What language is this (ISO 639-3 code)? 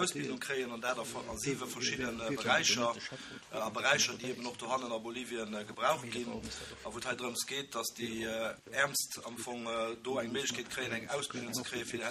ltz